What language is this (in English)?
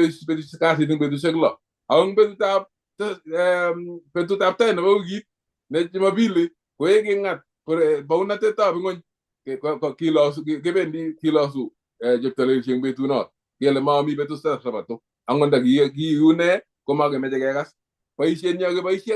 Kalenjin